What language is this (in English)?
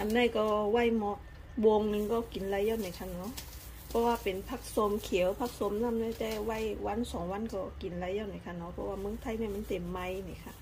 Shan